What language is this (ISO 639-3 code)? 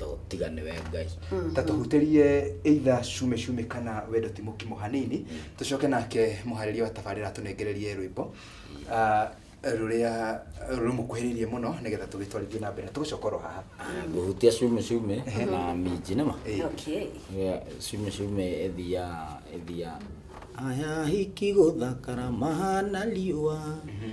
kik